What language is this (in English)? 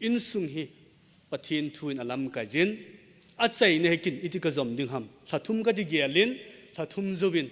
Thado Chin